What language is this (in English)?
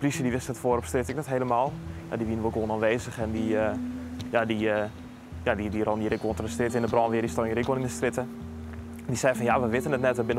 Western Frisian